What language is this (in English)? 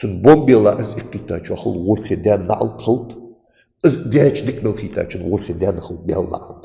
Ingush